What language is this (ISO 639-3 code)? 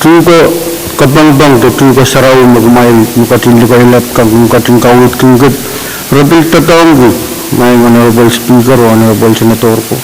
pon